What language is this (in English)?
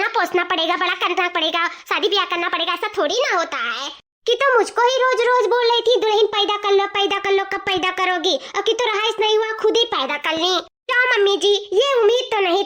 Awadhi